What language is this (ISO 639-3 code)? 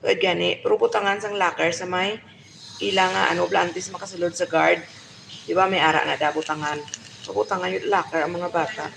hil